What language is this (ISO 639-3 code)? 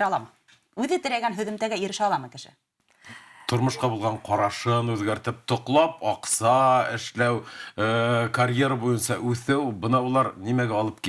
bak